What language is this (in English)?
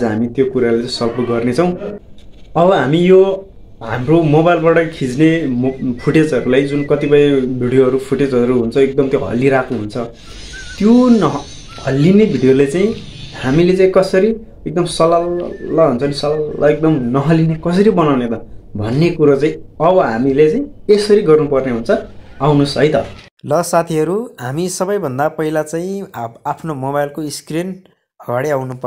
Nepali